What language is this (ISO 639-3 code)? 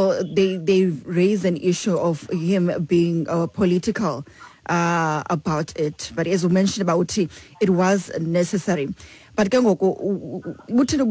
xho